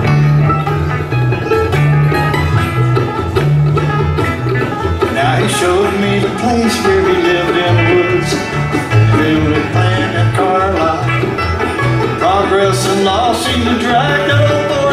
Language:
English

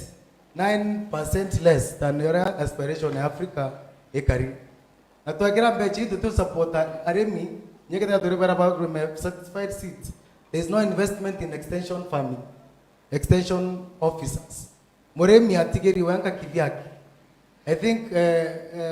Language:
Meru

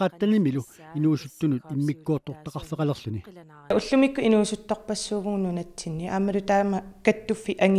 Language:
Kalaallisut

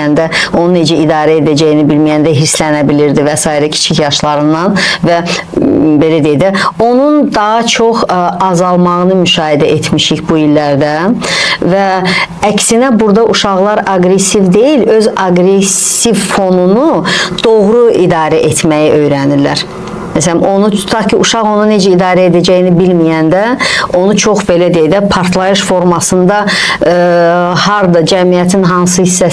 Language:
Azerbaijani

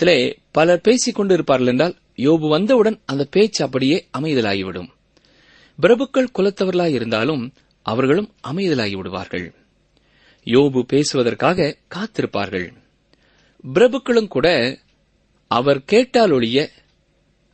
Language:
Tamil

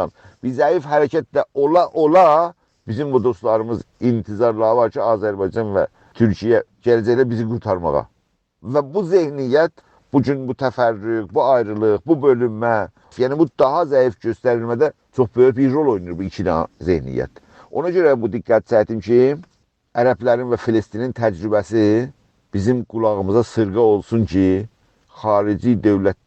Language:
South Azerbaijani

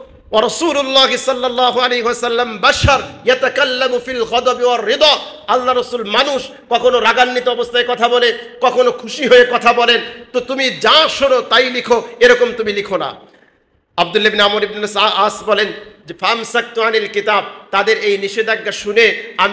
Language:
Bangla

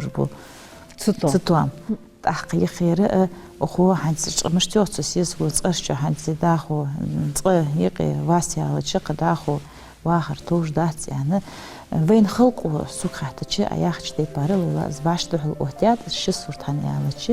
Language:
Ingush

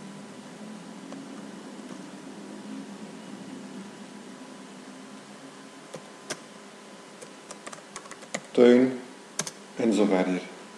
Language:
Dutch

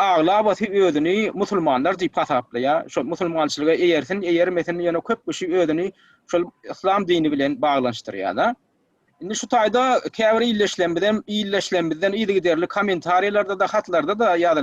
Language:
Turkmen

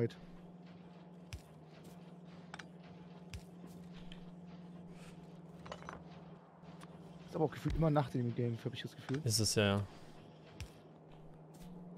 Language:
German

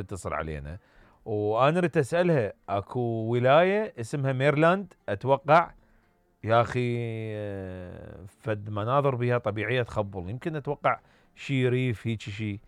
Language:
Mesopotamian Arabic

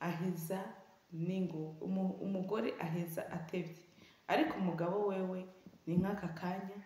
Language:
Rundi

